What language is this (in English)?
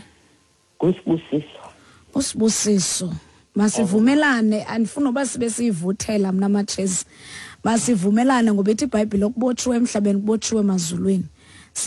Xhosa